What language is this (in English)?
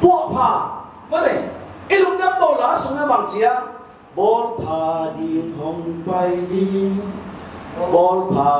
Tedim Chin